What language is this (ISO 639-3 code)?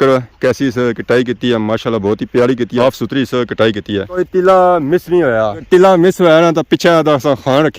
phr